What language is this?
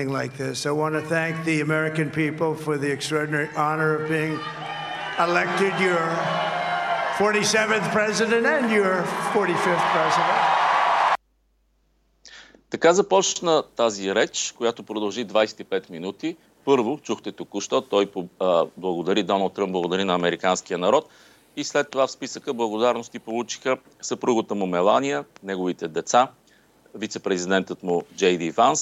Bulgarian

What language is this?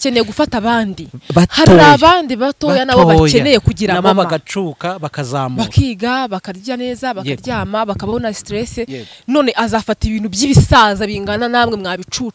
Kinyarwanda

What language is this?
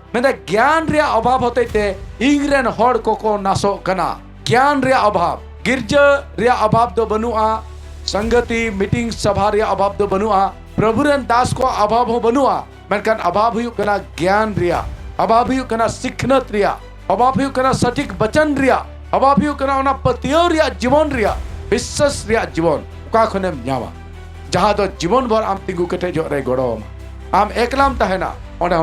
Santali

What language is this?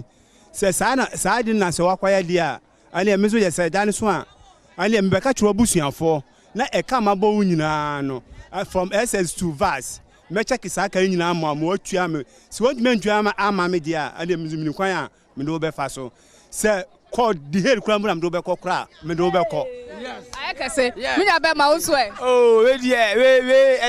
Akan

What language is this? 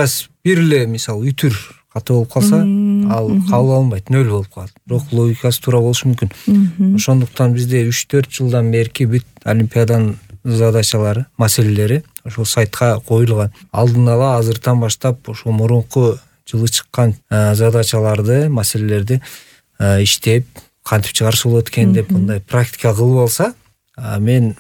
Kyrgyz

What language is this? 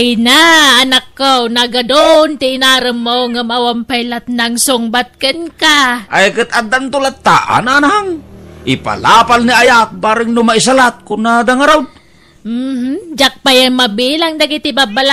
Iloko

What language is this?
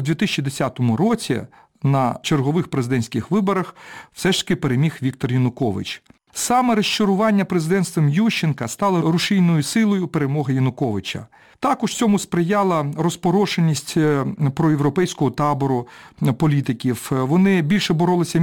Ukrainian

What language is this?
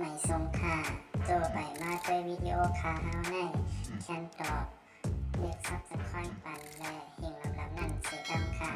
Shan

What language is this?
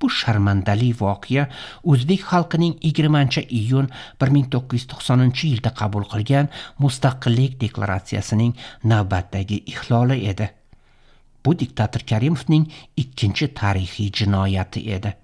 Uzbek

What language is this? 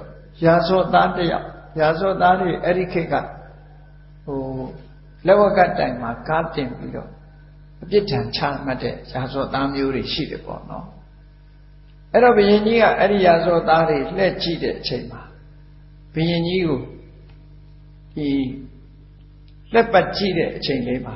Burmese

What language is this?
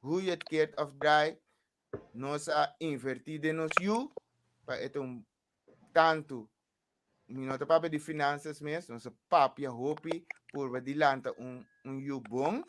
Papiamento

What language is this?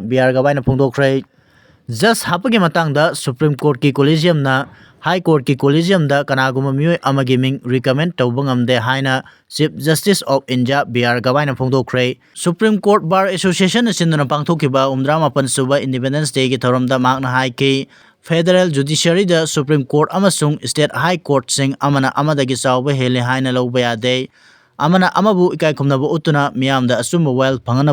Manipuri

